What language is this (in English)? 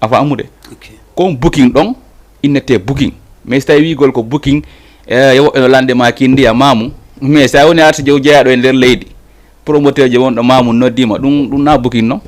Fula